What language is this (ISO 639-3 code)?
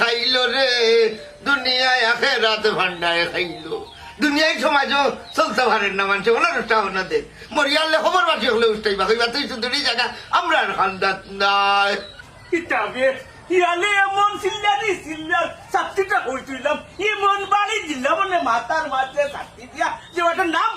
syl